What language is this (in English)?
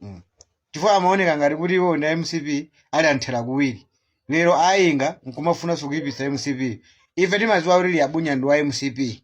Nyanja